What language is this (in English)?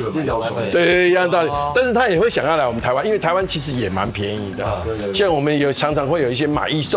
Chinese